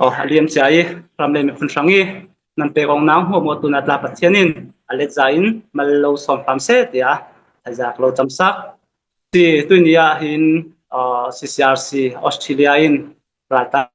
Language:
Falam Chin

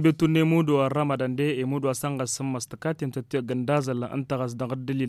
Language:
Tamasheq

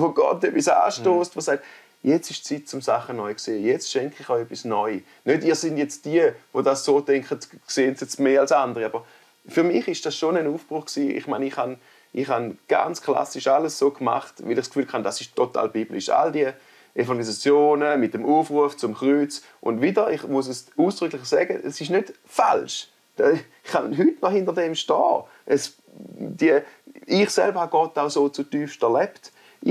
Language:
Swiss German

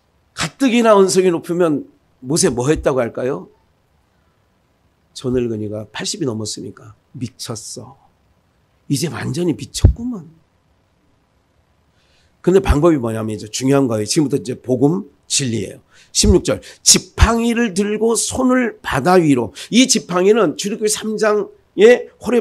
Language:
Korean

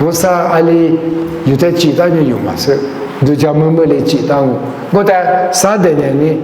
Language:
Lisu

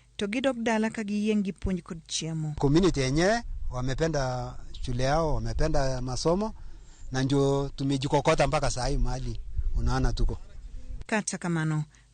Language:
Luo (Kenya and Tanzania)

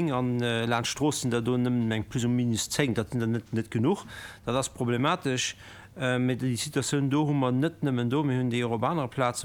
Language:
Luxembourgish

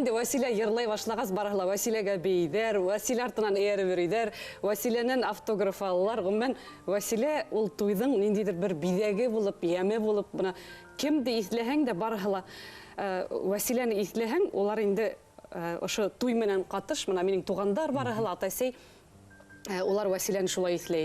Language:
Bashkir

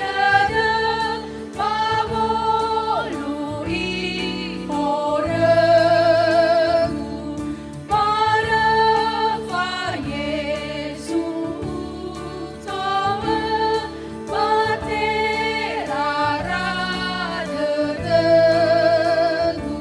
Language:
Nias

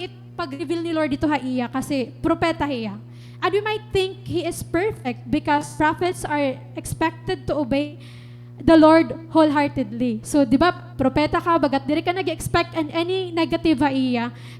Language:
Waray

